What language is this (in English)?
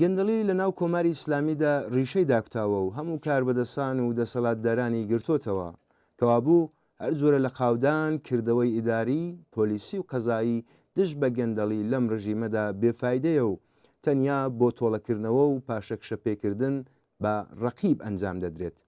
Central Kurdish